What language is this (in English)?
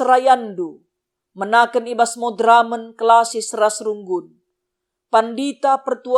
Batak Karo